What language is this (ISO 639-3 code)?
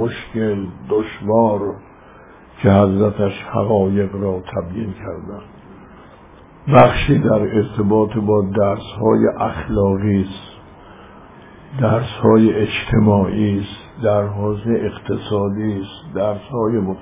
fas